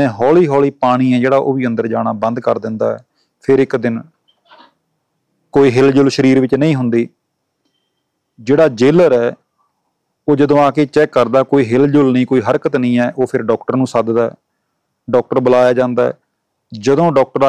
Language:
Punjabi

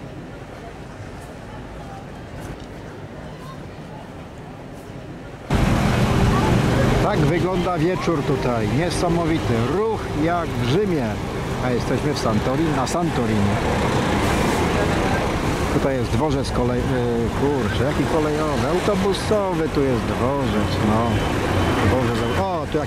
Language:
Polish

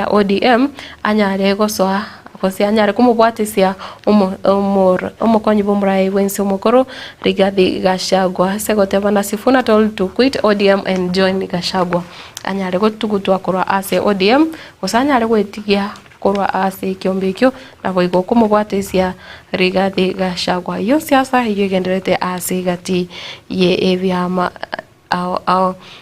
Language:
Gusii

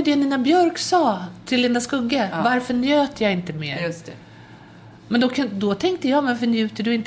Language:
Swedish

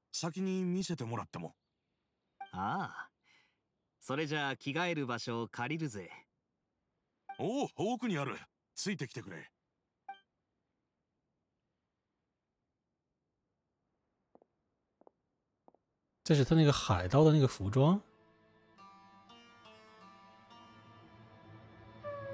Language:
Japanese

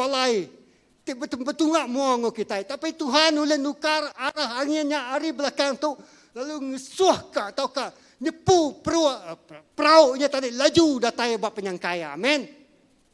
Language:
Iban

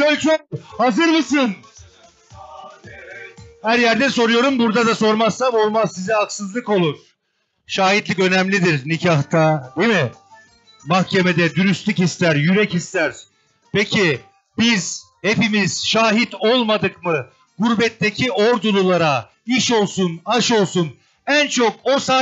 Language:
Turkish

